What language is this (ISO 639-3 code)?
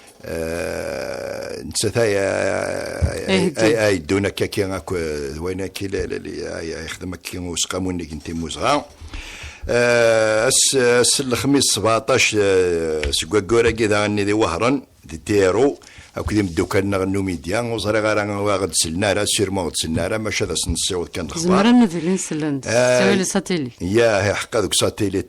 kab